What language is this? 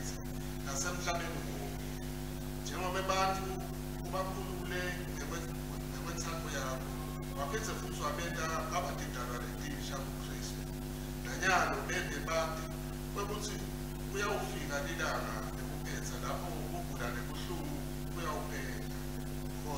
Swati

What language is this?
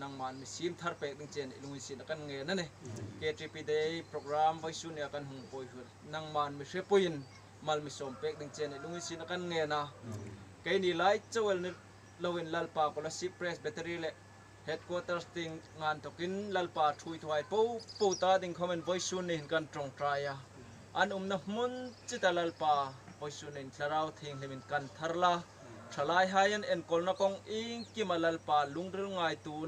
Hmar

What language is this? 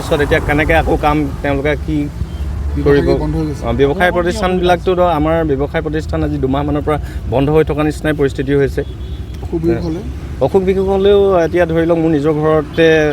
Assamese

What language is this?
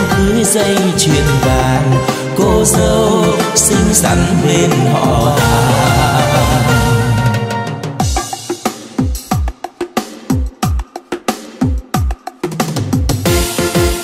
Vietnamese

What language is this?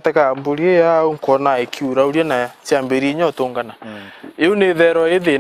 Meru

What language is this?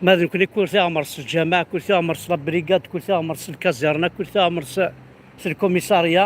Kabyle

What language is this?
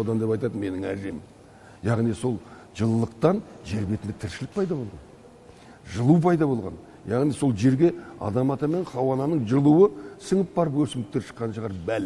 Kazakh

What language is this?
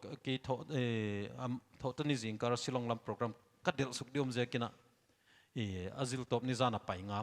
Paite Chin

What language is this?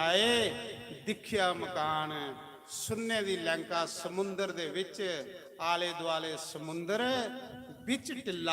Dogri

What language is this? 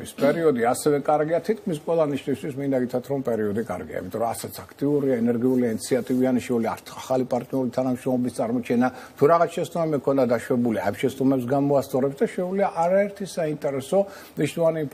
Georgian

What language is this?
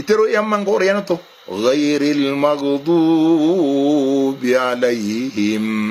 Maranao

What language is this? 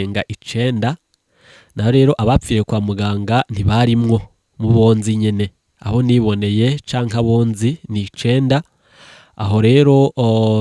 Rundi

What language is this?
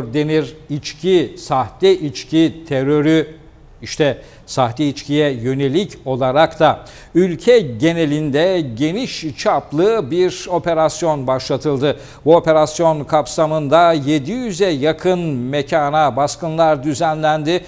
Turkish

